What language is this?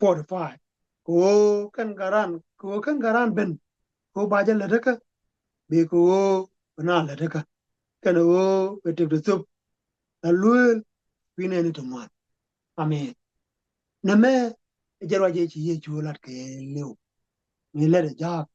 Nuer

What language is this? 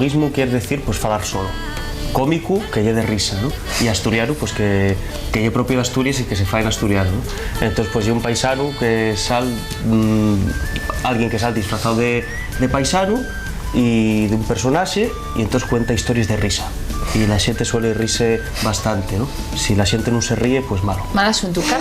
Asturian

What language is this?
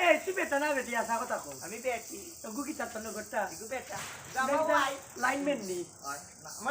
Sylheti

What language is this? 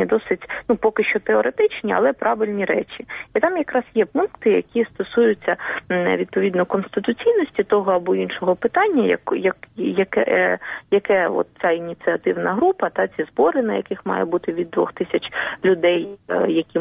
Ukrainian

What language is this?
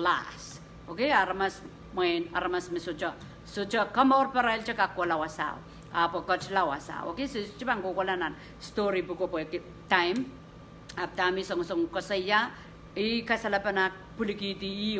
Pohnpeian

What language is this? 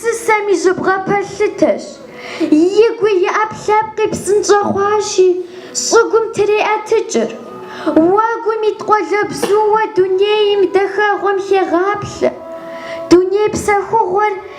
Kabardian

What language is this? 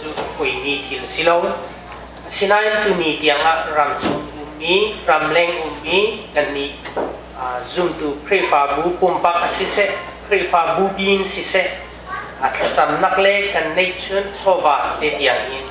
Hakha Chin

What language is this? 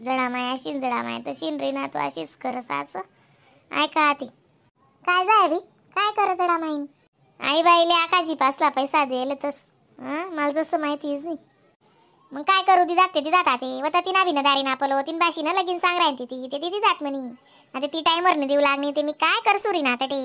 Khandesi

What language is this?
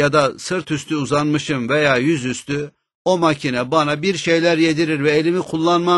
Turkish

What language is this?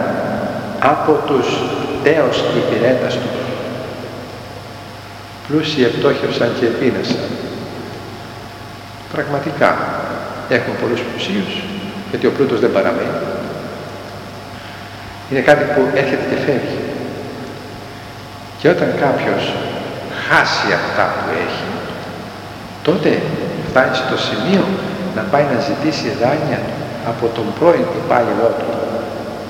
Greek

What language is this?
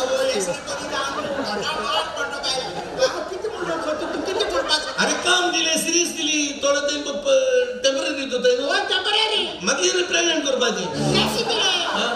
Konkani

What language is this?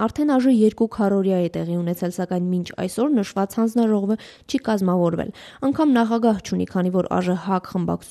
Armenian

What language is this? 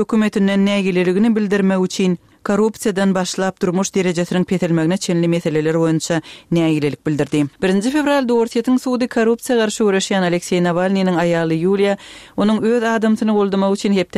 Turkmen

